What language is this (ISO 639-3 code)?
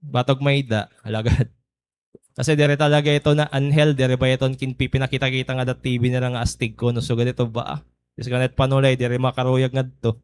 war